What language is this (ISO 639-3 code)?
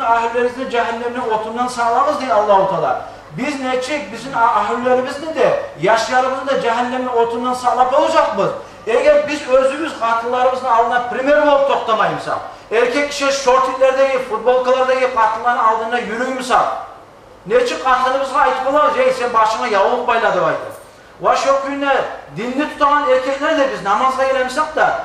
kum